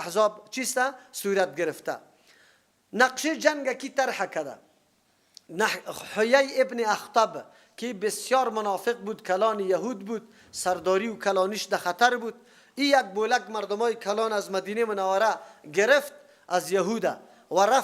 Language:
Persian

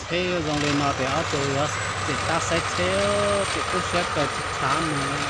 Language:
Hmong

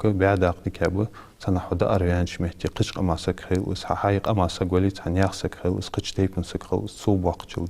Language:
Ingush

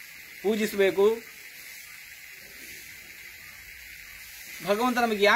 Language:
Kannada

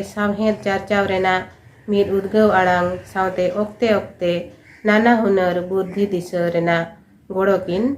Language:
Santali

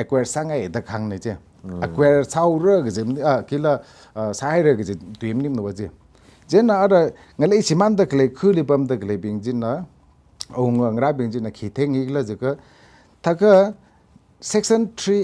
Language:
Tangkhul Naga (India)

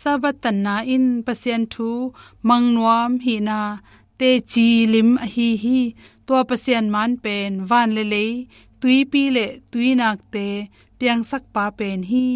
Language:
Tedim Chin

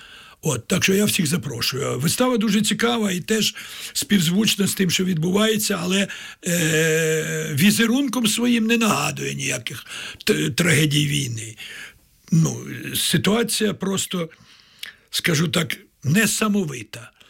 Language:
Ukrainian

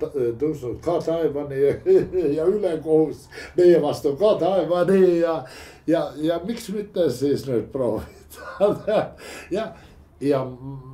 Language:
Estonian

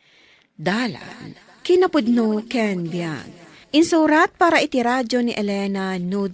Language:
Iloko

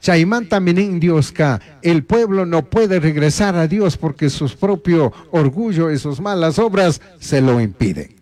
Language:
Chimborazo Highland Quichua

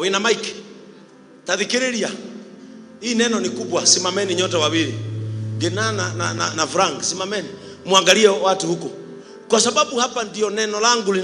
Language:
Kikuyu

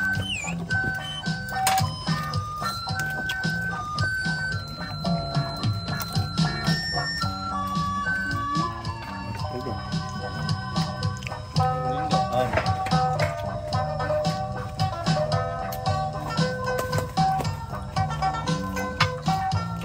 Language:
Vietnamese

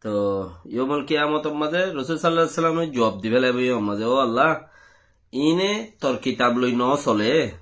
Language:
Rohingya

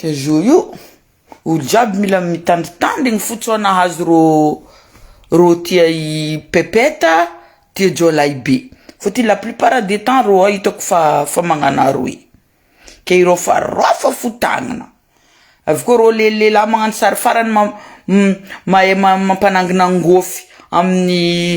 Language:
Malagasy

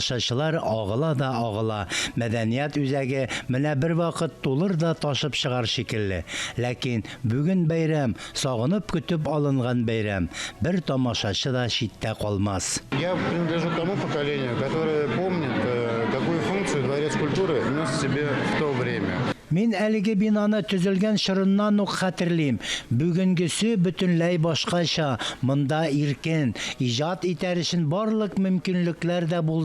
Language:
Tatar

